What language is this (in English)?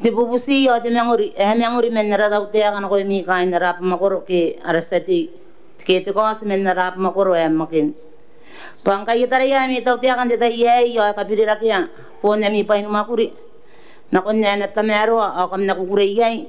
Gilbertese